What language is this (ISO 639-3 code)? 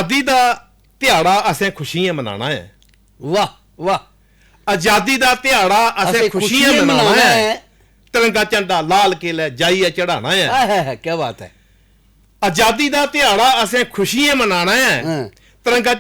doi